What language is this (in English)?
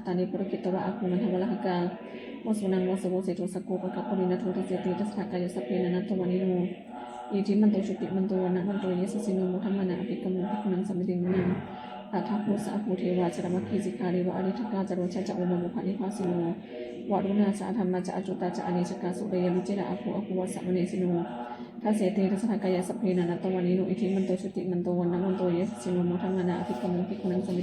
Pali